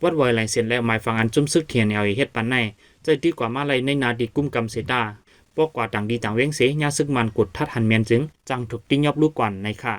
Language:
Shan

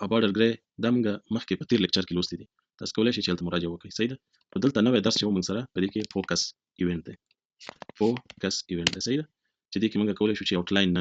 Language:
Pashto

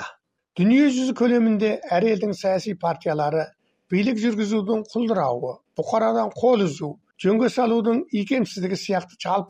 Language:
Kazakh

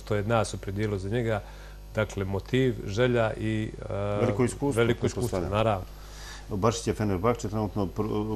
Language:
Bosnian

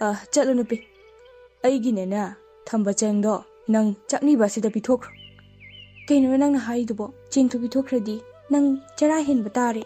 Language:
Manipuri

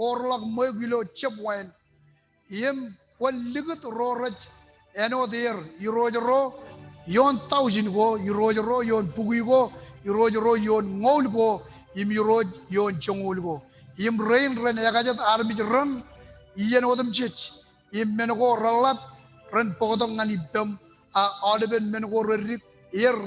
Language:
Marshallese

